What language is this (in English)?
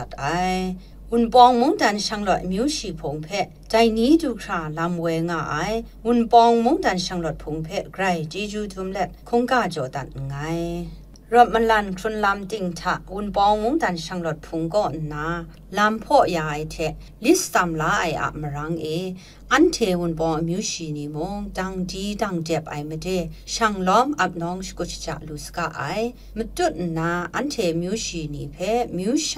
Kachin